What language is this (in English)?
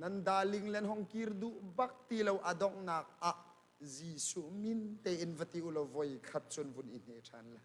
Hakha Chin